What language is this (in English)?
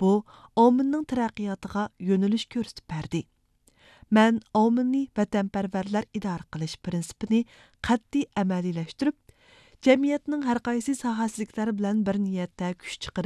Uyghur